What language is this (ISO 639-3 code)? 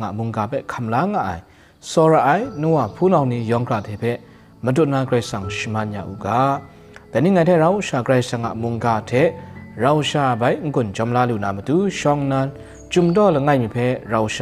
kac